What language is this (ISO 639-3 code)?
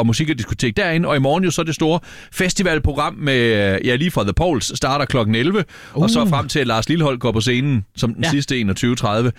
dan